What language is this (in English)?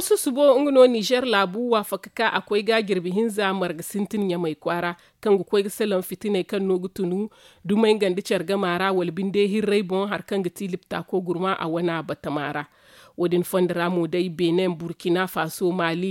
Zarma